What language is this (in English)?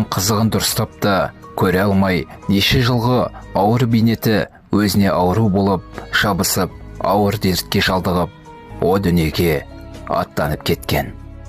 Kazakh